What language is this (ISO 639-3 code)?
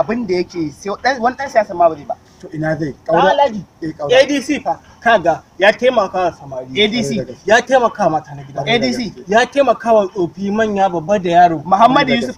hau